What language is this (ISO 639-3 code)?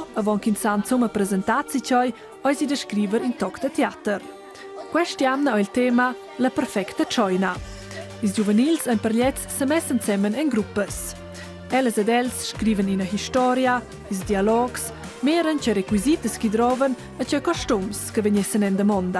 roh